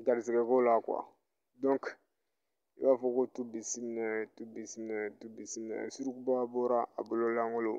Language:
Bambara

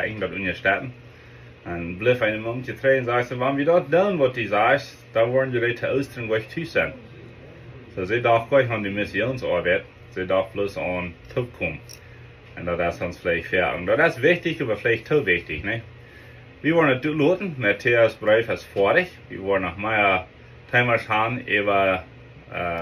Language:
Plautdietsch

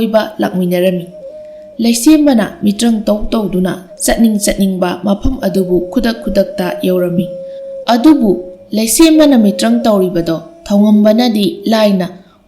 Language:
Manipuri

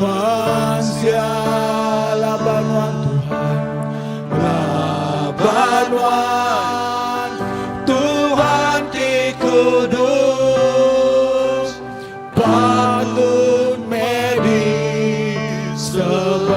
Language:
Iban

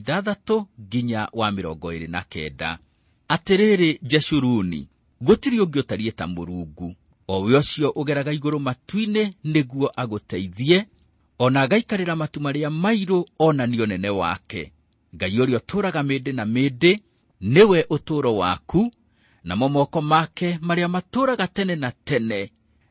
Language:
Kikuyu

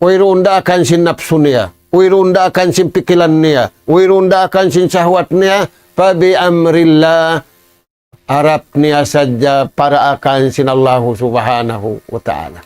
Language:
Tausug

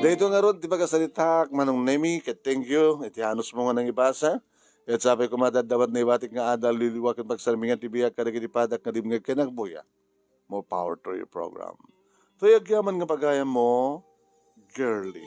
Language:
Iloko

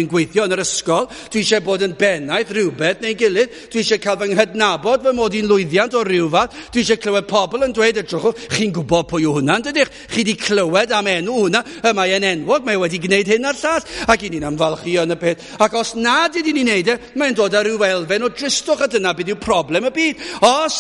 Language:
Welsh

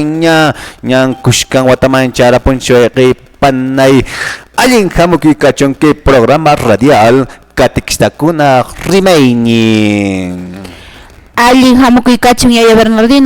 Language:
Quechua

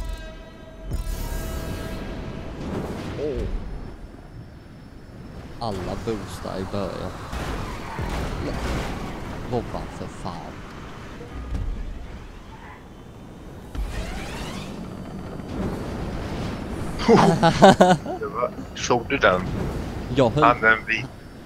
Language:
Swedish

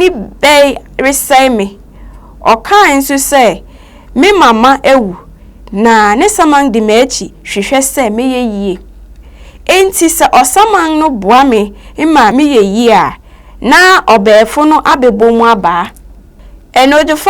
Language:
Akan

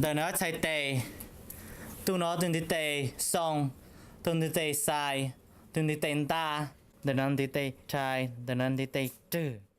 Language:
Hmong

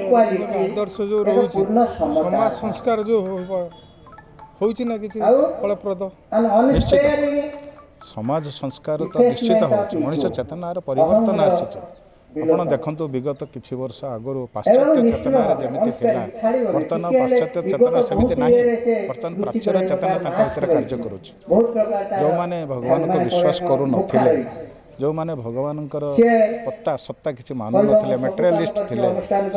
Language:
Odia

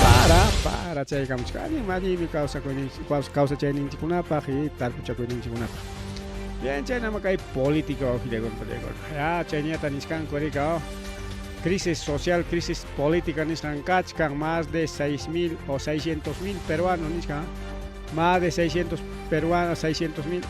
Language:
Ayacucho Quechua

